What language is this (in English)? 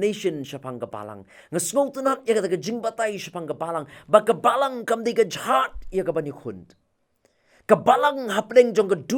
Khasi